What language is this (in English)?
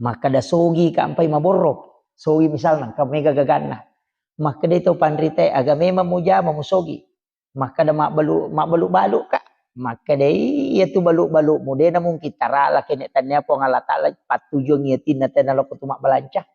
Buginese